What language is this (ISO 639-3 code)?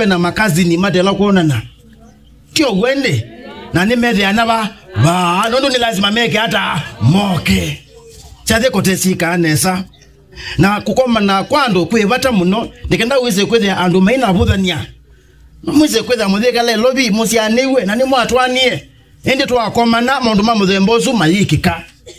kam